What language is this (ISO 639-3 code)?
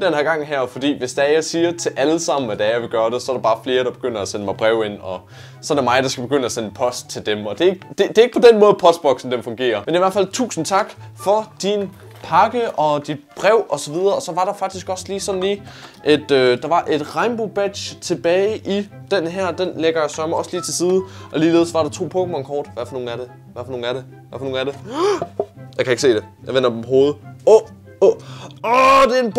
dan